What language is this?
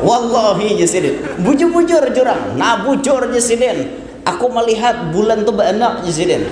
Banjar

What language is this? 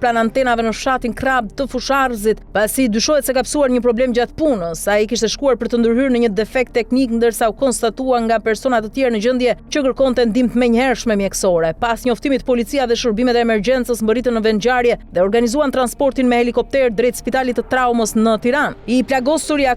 Albanian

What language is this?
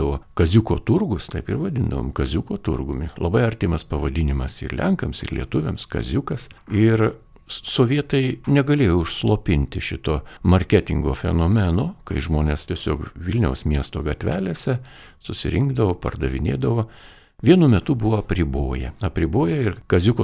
Lithuanian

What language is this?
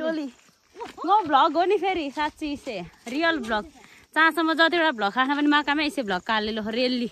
Nepali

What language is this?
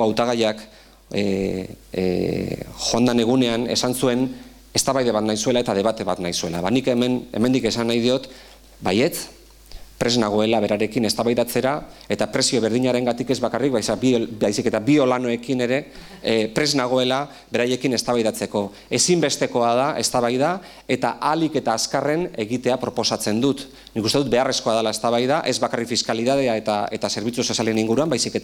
Basque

